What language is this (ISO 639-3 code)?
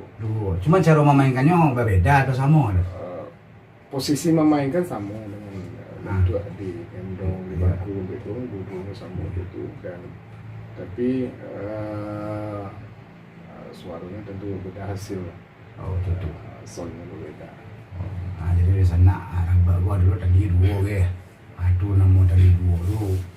min